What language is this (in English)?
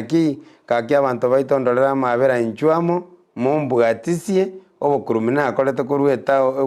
Gusii